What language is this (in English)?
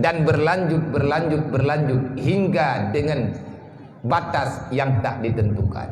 Achinese